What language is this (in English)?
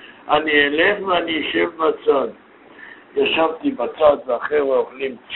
Hebrew